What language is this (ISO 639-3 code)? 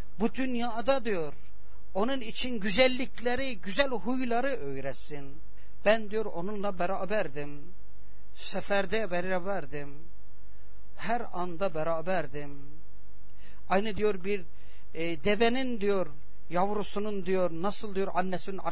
tur